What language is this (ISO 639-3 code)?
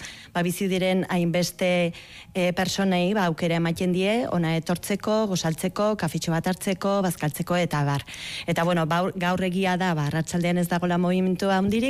eus